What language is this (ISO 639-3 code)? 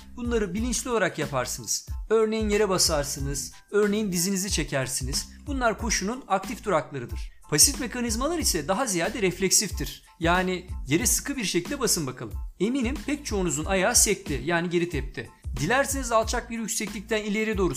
tur